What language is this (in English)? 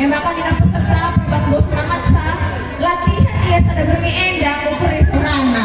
Batak Karo